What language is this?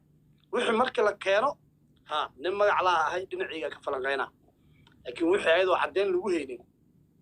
Somali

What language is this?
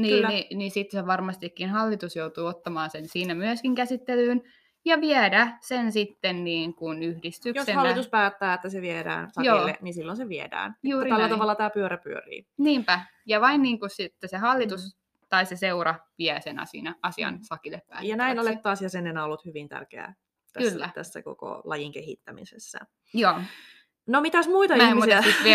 Finnish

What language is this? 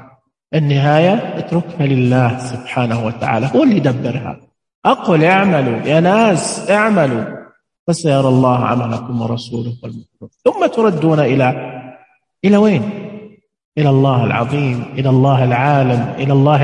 Najdi Arabic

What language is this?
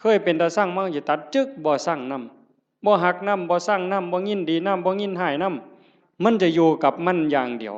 Northeastern Thai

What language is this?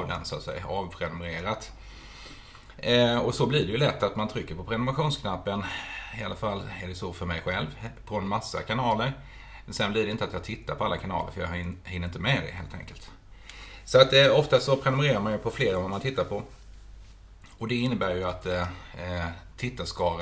Swedish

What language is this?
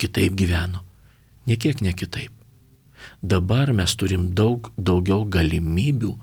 Lithuanian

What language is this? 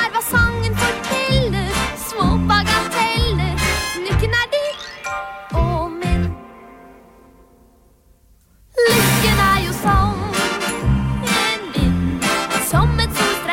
Norwegian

